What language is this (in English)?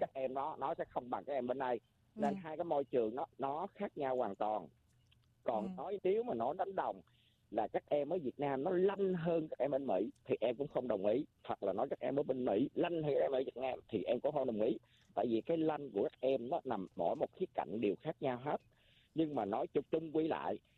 Vietnamese